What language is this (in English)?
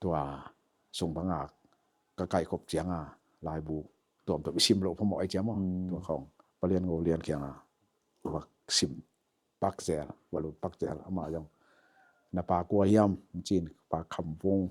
Tedim Chin